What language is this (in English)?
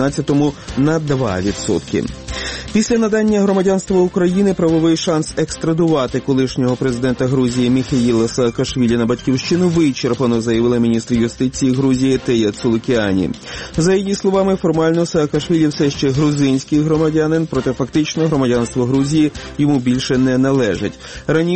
Ukrainian